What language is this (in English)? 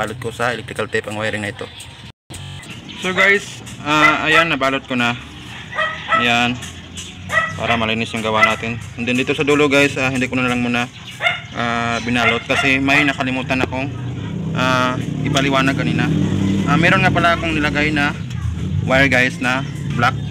Filipino